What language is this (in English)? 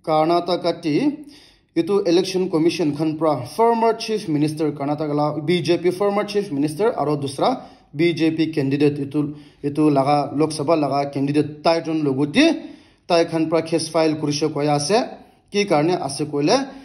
Naga Pidgin